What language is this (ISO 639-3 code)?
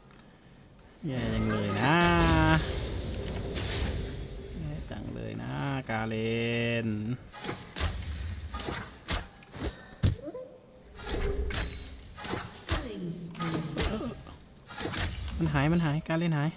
tha